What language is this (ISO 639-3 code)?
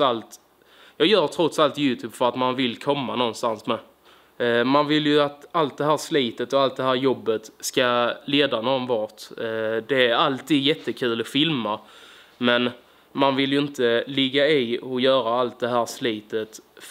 swe